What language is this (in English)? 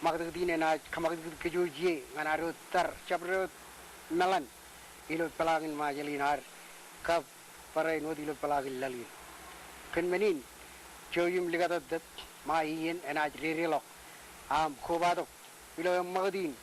Marshallese